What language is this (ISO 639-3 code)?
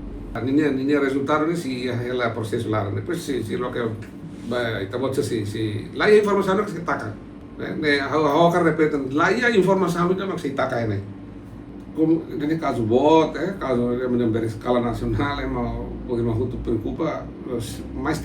tet